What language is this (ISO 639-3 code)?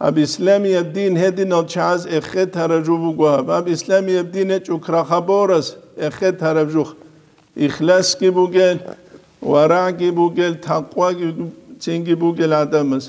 ava